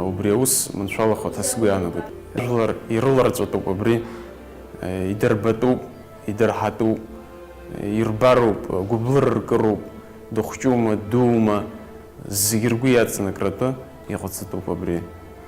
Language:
Abkhazian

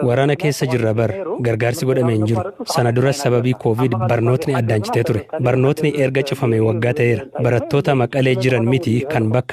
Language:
Oromo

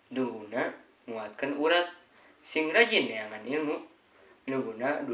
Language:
Sundanese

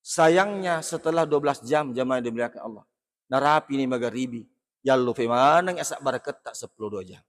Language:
Buginese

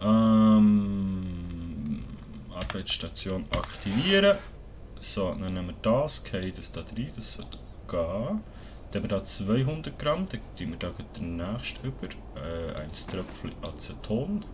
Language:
Swiss German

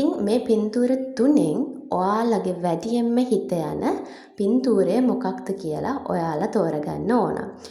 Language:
Sinhala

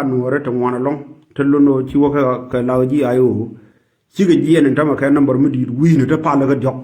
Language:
Nuer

